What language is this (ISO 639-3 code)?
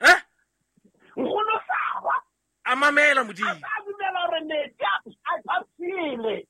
sot